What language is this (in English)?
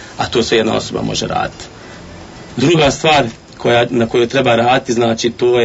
Bosnian